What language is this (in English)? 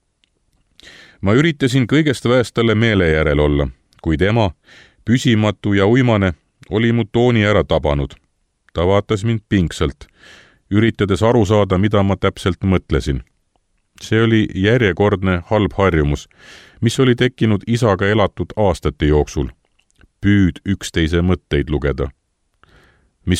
Estonian